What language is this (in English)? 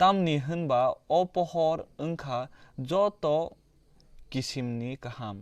Kok Borok